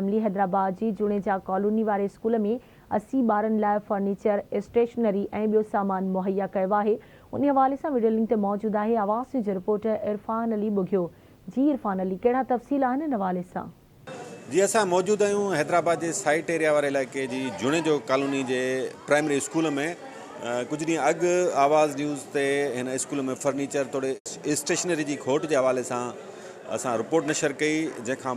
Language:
Sindhi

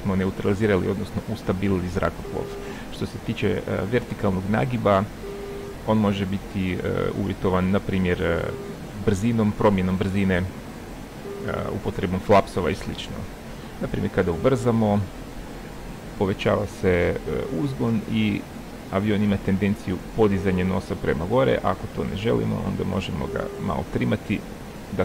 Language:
Croatian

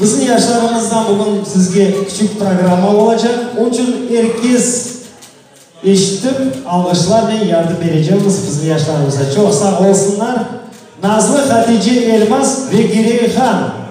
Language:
Crimean Tatar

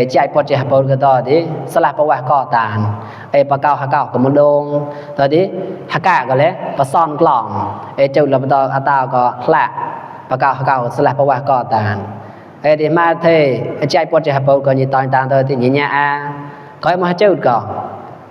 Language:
Mon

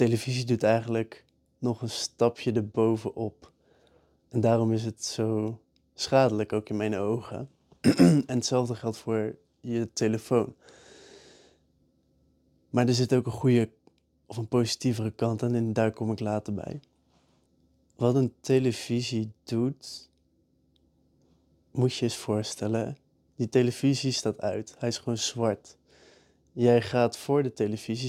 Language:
Dutch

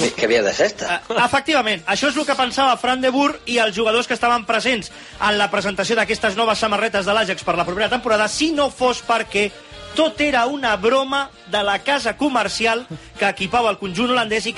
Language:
Catalan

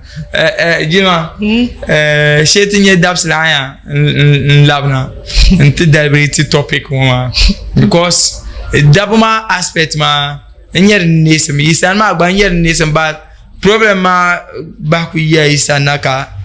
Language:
Dagbani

